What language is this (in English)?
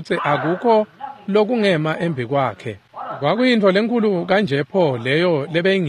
Swati